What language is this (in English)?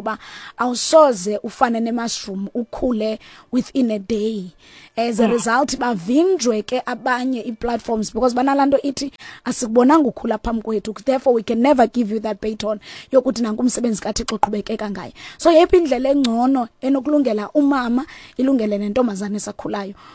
Xhosa